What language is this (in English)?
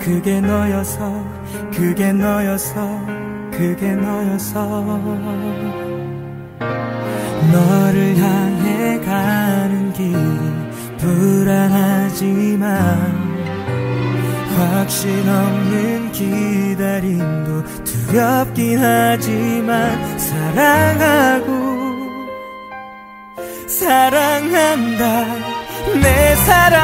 Korean